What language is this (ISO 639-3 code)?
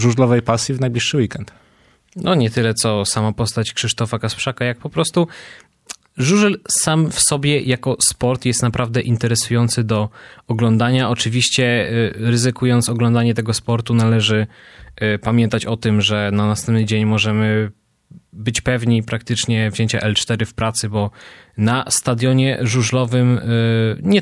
pol